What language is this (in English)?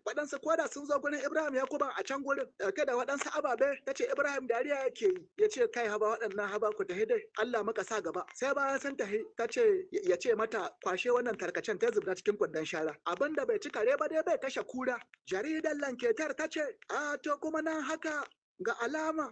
Hausa